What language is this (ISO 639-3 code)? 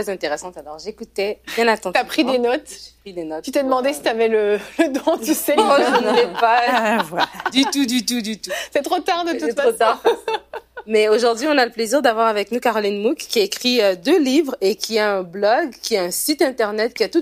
fra